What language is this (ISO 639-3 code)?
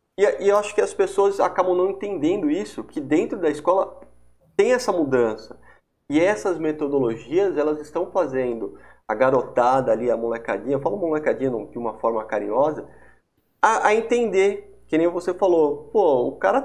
por